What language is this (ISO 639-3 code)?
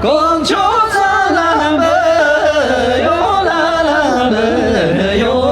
bod